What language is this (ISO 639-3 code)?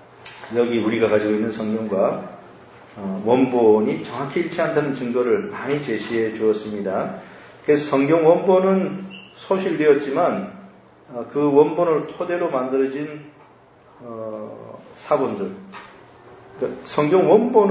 kor